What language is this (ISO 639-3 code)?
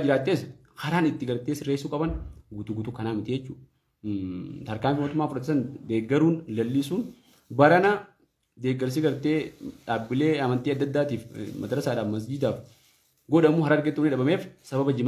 orm